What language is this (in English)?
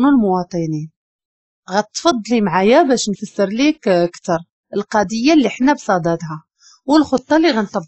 Moroccan Arabic